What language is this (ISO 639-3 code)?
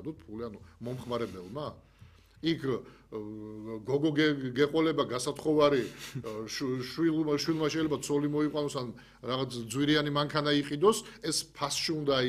kat